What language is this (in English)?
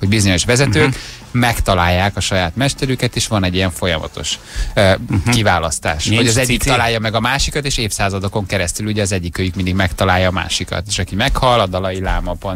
Hungarian